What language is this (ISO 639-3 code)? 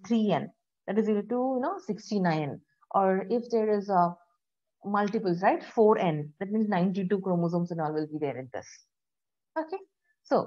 eng